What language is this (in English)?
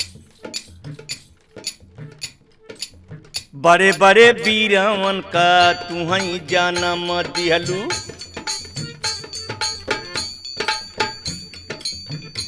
Bhojpuri